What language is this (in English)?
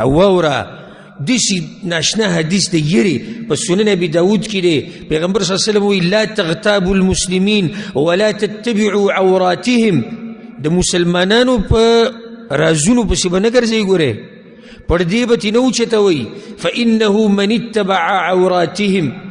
Pashto